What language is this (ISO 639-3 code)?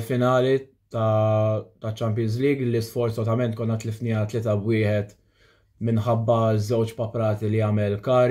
mlt